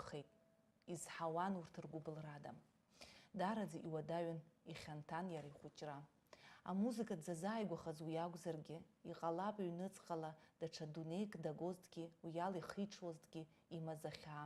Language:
Abkhazian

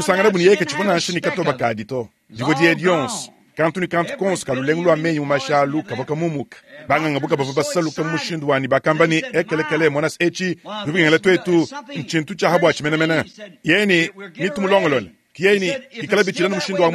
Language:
Luba-Lulua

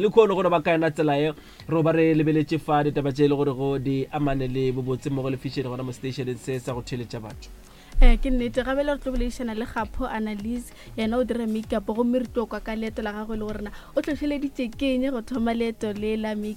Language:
Northern Sotho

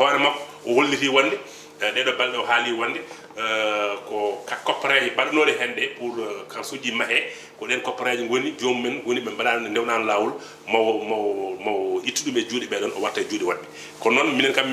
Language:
Fula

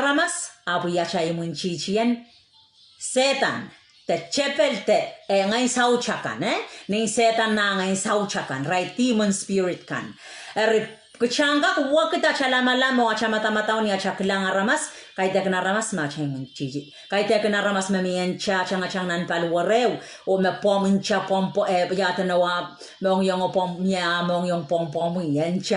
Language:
Pohnpeian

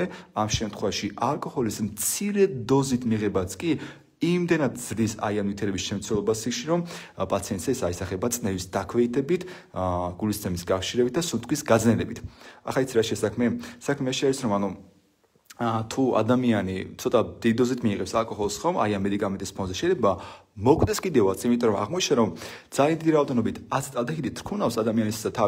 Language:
Georgian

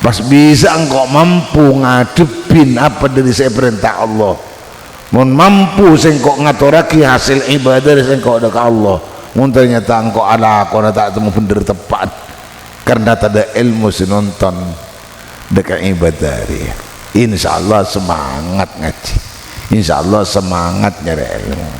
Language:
Madurese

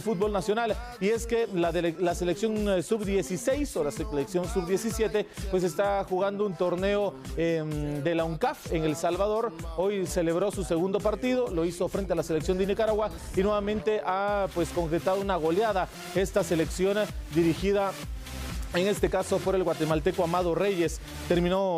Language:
Spanish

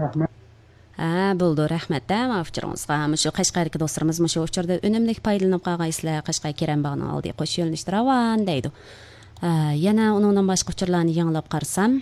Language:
Uyghur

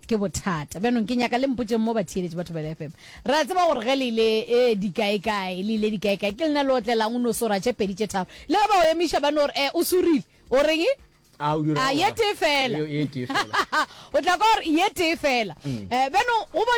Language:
Northern Sotho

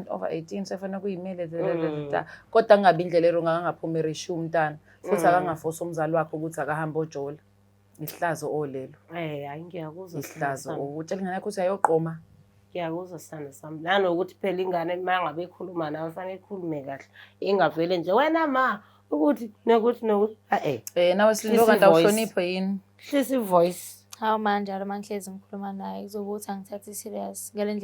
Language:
Zulu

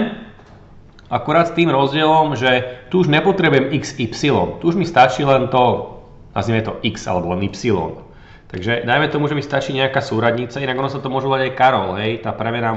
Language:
Slovak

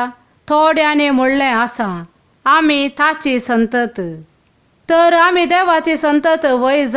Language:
Konkani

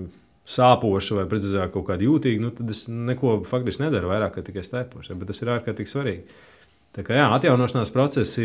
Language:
Latvian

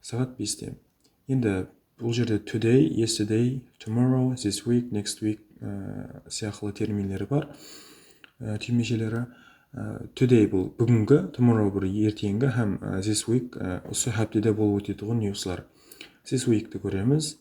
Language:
Kara-Kalpak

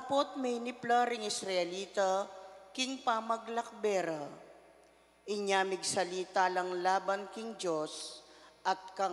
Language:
Pampanga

